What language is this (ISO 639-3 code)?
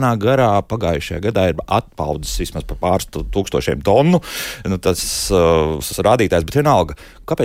lav